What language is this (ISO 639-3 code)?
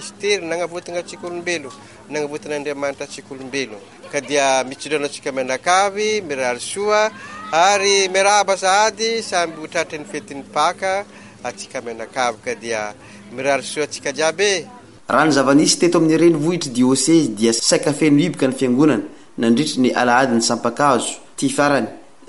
mlg